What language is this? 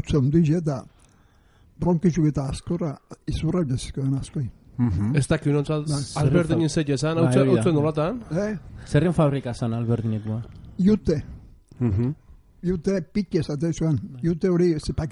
Basque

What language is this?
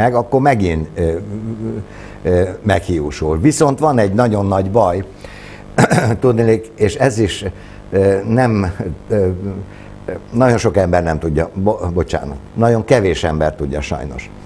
Hungarian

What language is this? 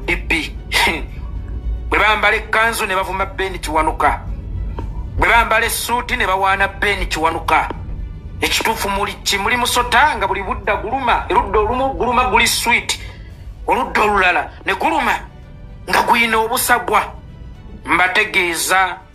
Ganda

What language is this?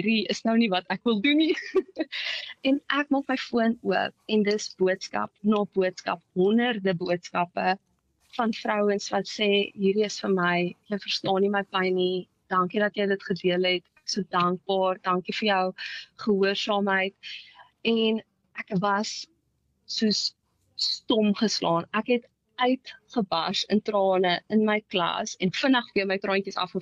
Afrikaans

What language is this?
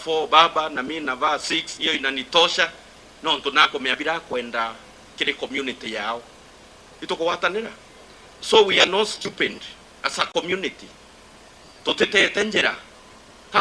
Meru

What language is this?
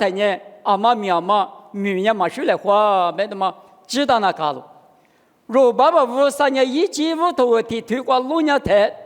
Lisu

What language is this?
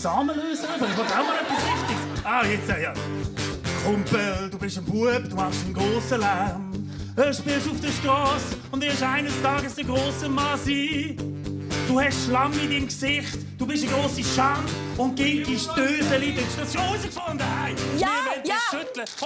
Swiss German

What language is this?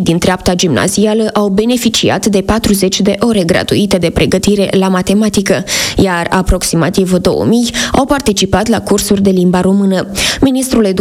Romanian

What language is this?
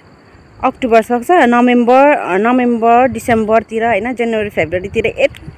Nepali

